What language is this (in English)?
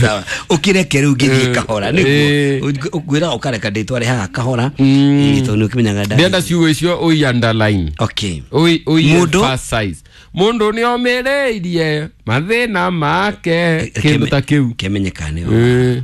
Kikuyu